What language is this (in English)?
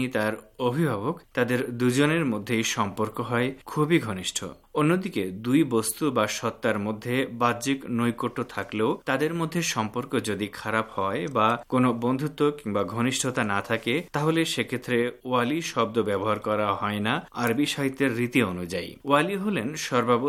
Bangla